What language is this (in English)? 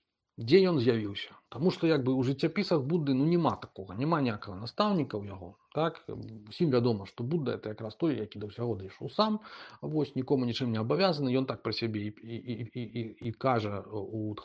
Belarusian